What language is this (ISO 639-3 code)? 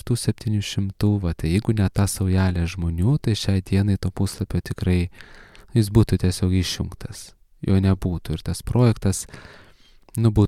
lit